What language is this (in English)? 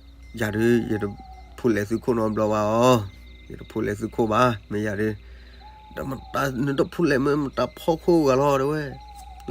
S'gaw Karen